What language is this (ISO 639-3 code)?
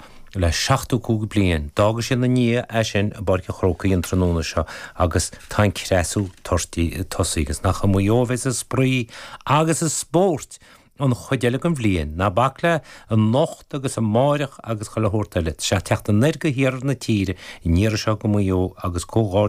gle